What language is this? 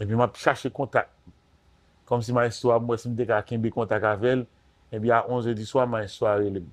Haitian Creole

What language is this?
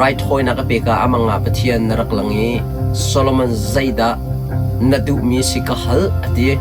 Hakha Chin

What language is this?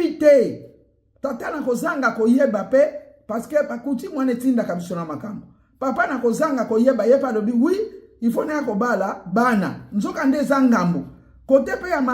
Lingala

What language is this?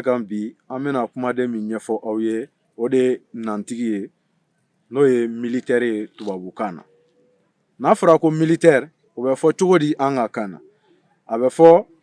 Bambara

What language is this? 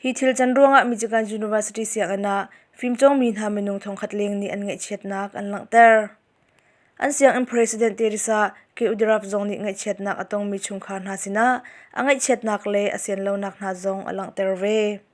Hakha Chin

